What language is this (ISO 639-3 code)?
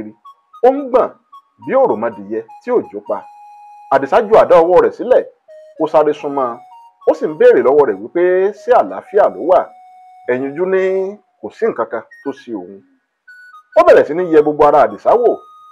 yor